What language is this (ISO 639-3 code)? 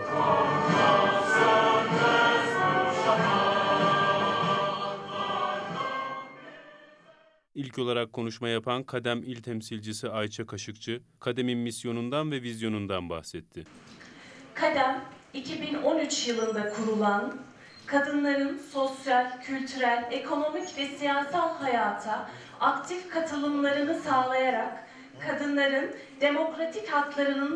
tur